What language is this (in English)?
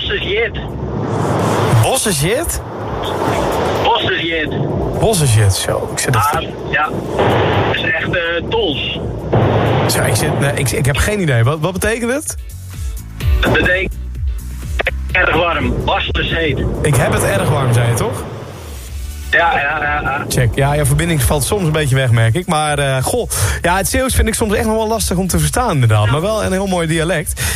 Dutch